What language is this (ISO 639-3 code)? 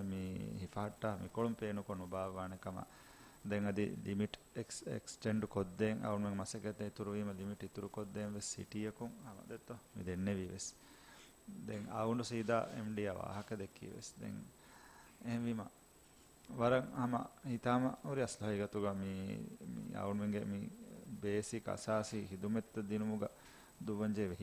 div